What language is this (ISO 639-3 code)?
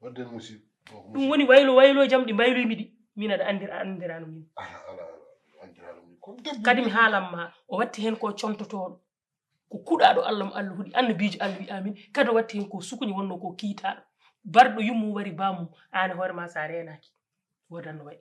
ful